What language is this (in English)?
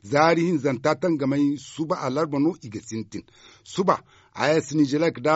Zarma